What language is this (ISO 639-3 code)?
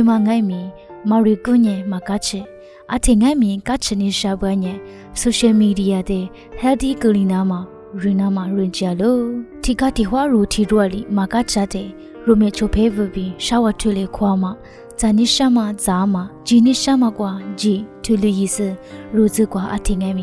lis